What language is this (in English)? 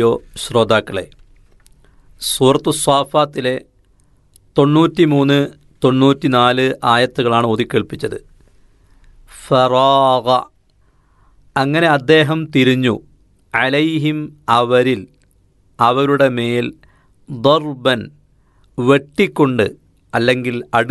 Malayalam